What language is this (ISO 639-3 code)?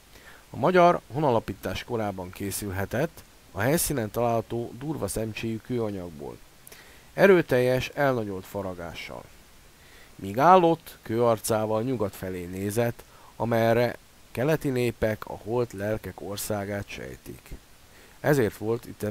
hun